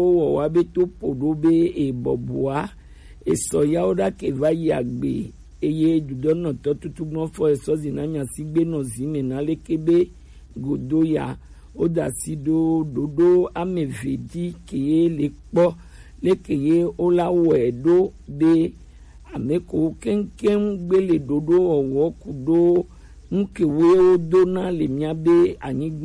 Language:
Gen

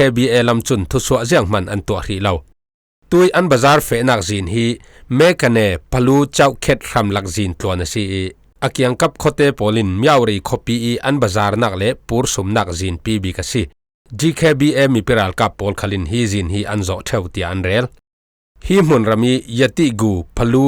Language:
Falam Chin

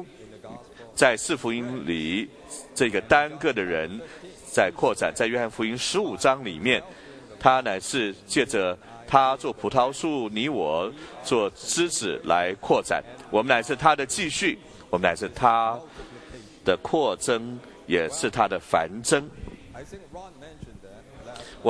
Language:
Chinese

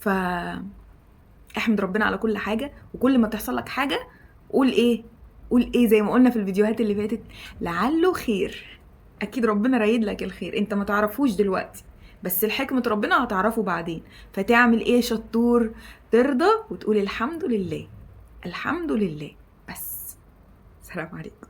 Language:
Egyptian Arabic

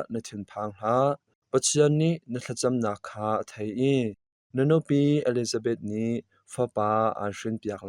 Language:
Hakha Chin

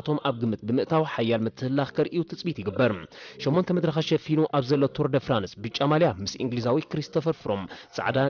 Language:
Tigrinya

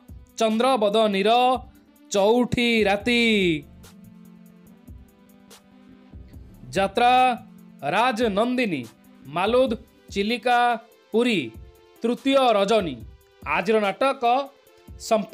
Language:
Odia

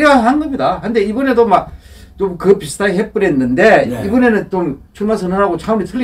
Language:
Korean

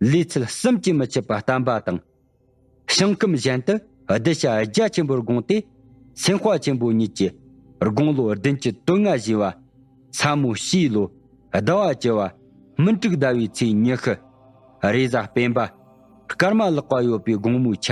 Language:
Tibetan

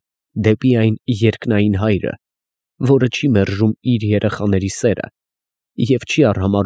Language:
Armenian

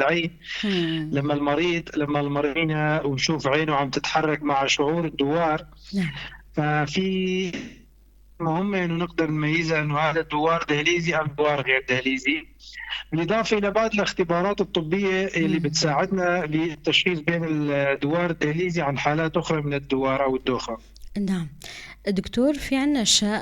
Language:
North Levantine Arabic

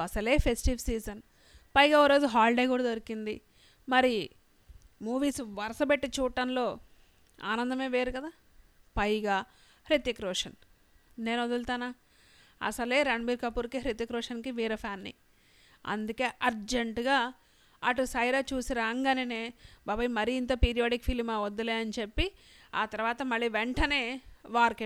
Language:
Telugu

